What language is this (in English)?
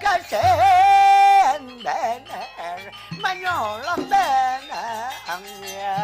Banjar